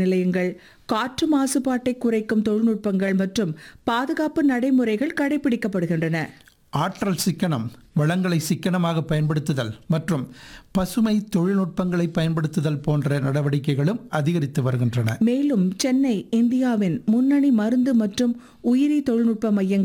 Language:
Tamil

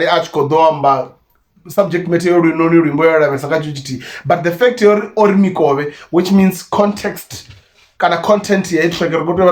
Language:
Venda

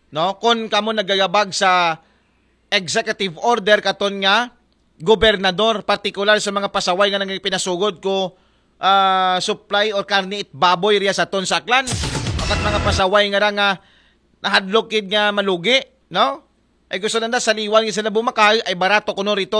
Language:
Aklanon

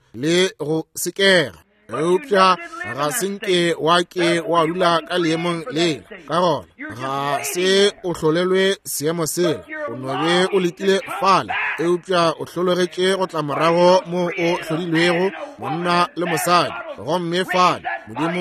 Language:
Northern Sotho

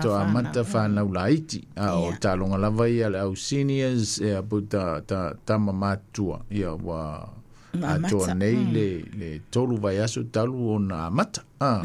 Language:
Samoan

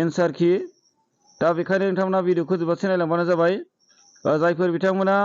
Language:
Bodo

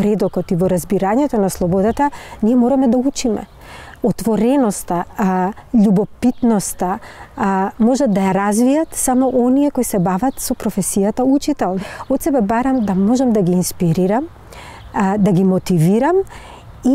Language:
Macedonian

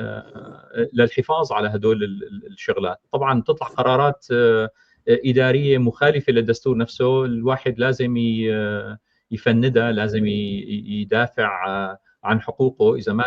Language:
North Levantine Arabic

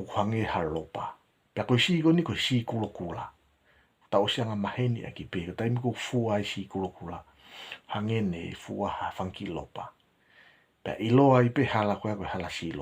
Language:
Tongan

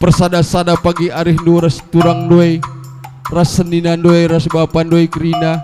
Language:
Batak Karo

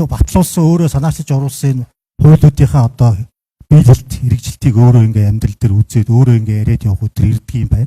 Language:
Mongolian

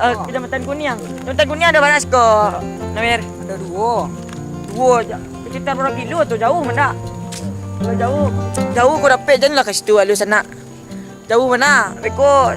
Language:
Minangkabau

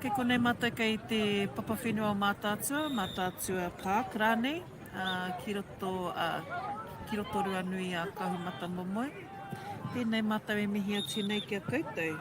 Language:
Māori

